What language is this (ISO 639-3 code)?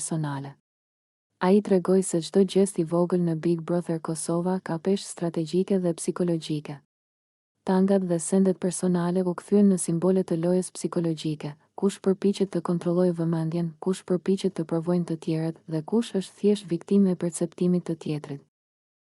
sqi